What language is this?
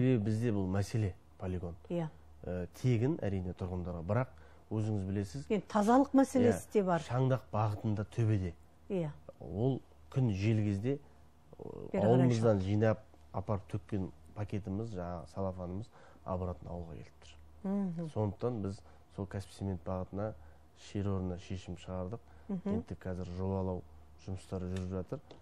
Kazakh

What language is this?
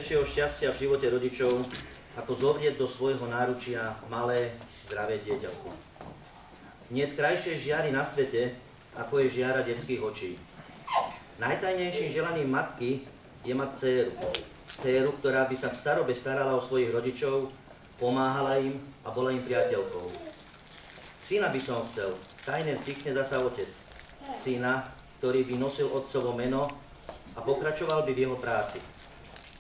Slovak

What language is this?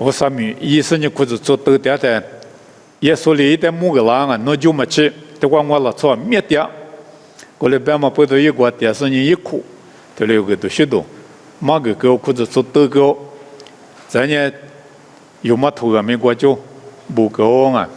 Lisu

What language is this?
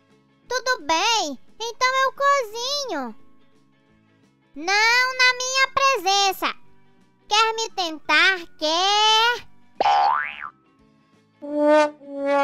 Portuguese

